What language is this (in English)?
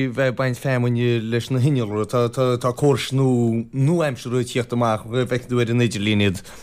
Irish